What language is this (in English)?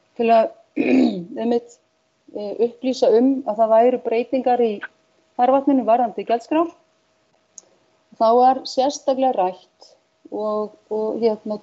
Icelandic